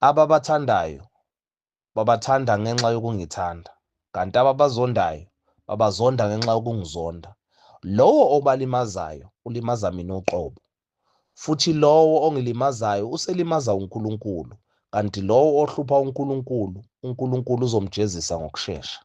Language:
Zulu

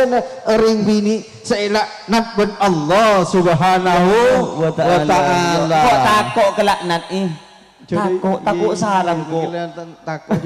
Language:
Madurese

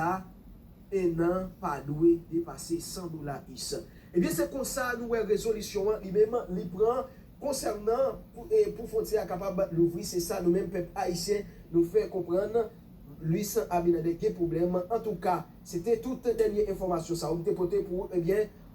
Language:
Haitian Creole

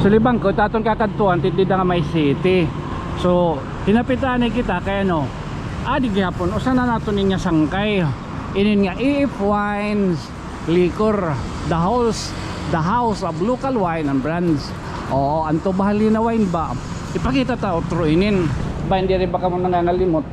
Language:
Waray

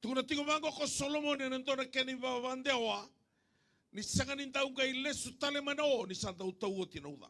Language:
Fijian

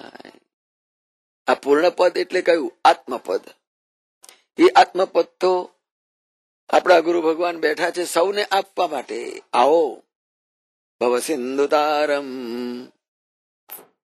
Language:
Gujarati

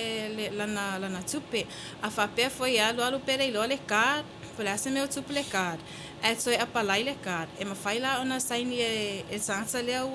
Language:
Samoan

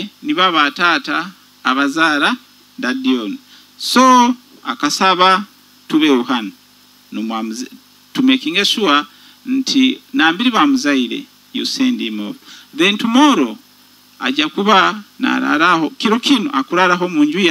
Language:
Nyoro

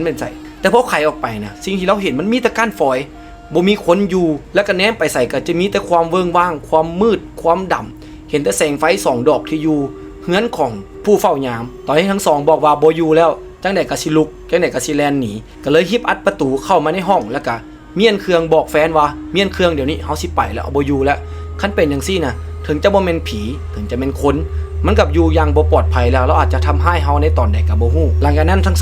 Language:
Lao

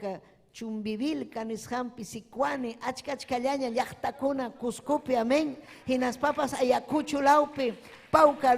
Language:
Ayacucho Quechua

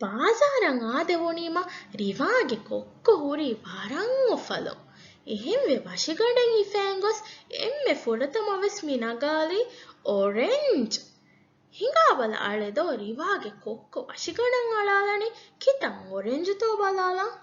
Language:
Divehi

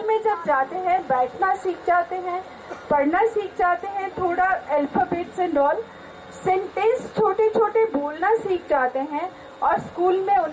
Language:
Hindi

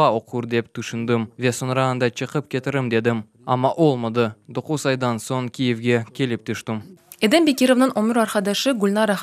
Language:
Crimean Tatar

